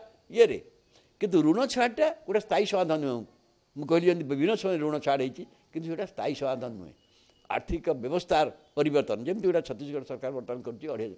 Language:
Odia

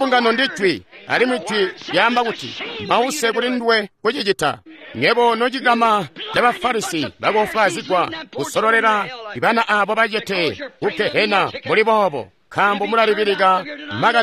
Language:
Tonga (Zambia)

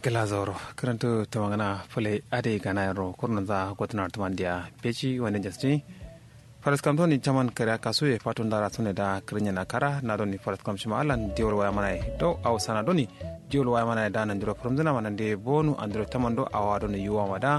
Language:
Kanuri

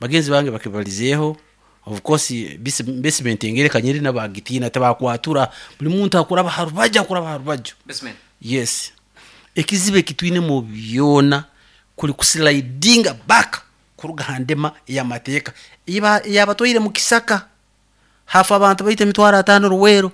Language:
Nyoro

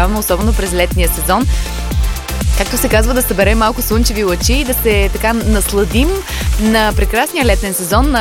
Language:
Bulgarian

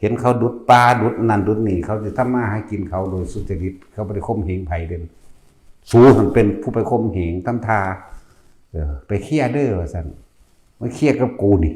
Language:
Northeastern Thai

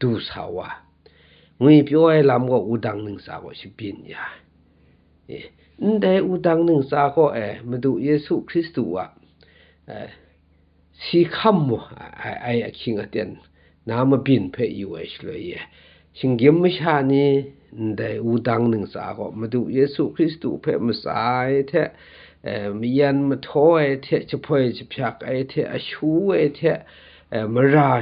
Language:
Kachin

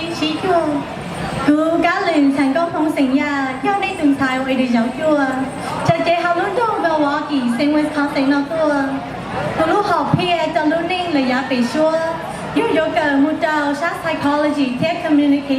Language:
Hmong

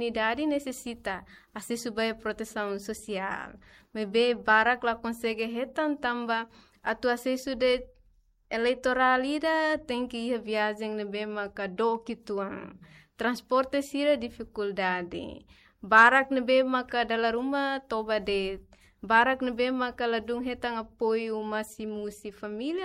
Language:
Tetum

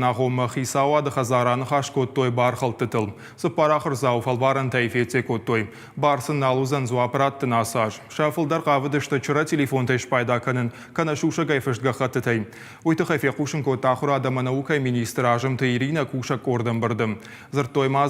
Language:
Ossetic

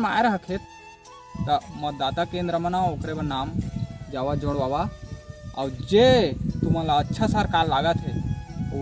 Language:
Chhattisgarhi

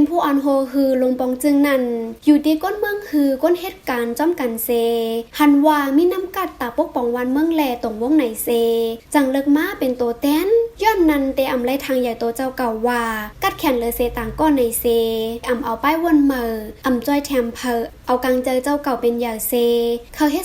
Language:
Shan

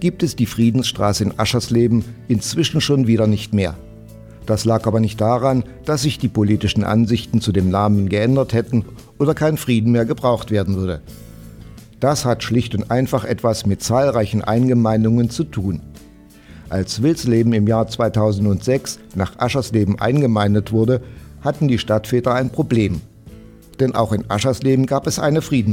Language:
German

